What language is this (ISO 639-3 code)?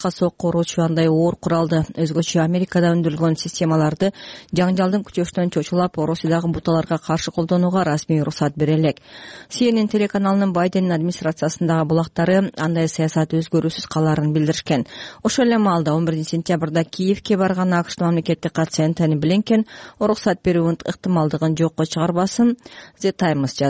kir